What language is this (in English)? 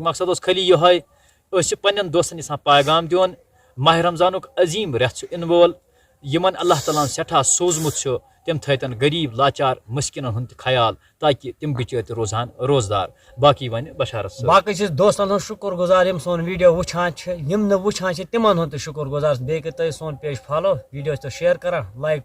Kashmiri